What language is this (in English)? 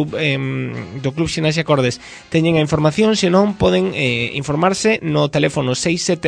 Galician